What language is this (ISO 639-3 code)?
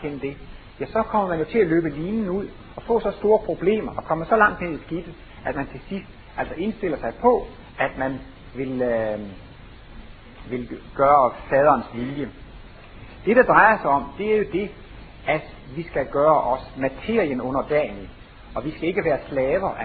dan